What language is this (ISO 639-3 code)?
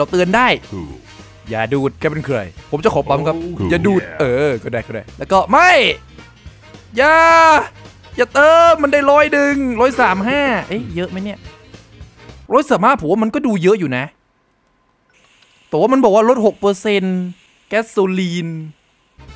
tha